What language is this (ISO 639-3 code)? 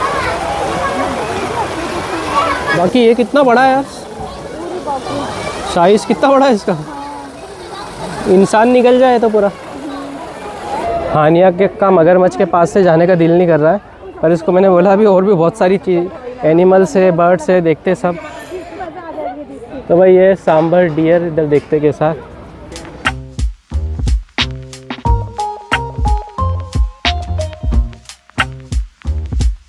hin